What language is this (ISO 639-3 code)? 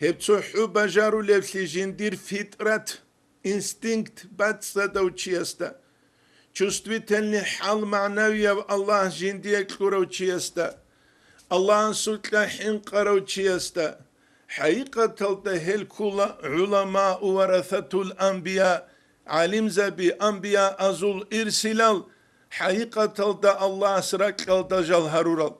ava